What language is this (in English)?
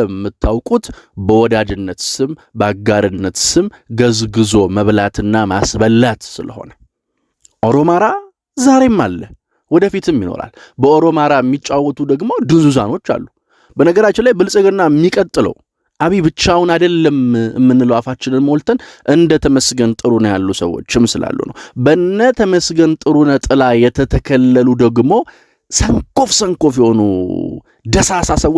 Amharic